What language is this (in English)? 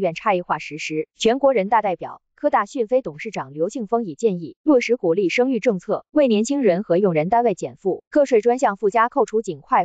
Chinese